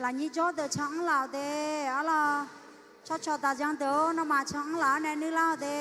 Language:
Akha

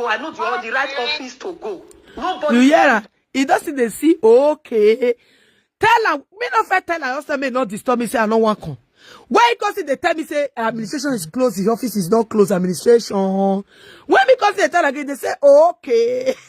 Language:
Nigerian Pidgin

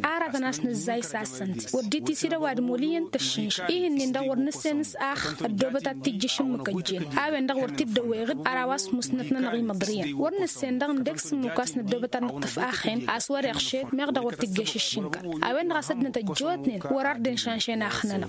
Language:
Tamasheq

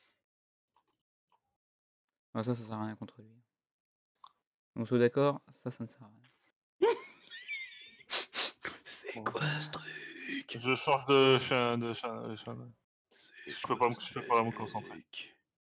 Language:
French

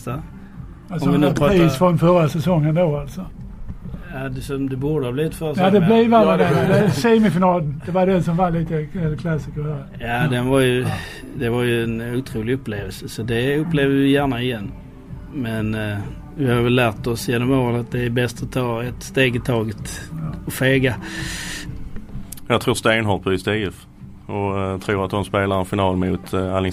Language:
Swedish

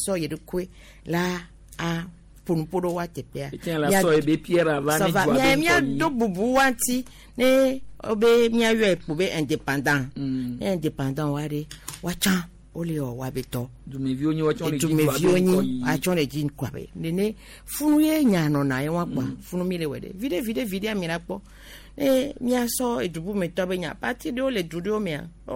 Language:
Gen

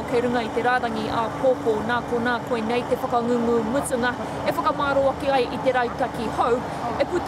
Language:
Māori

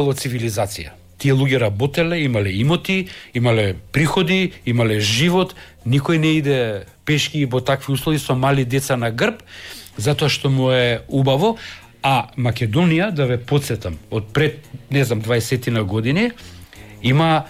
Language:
Macedonian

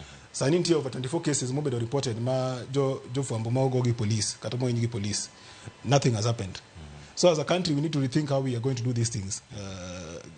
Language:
Luo (Kenya and Tanzania)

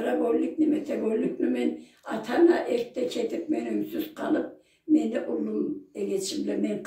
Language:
Karachay-Balkar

